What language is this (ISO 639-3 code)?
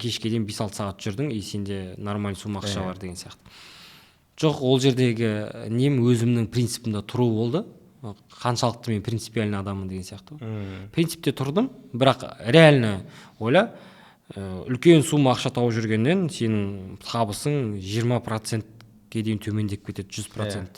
kaz